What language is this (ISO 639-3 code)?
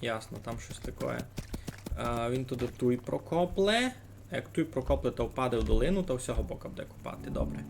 rue